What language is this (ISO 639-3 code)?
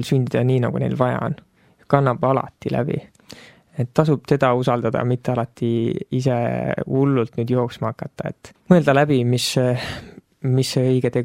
est